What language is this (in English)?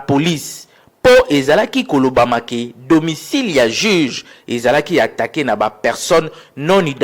Lingala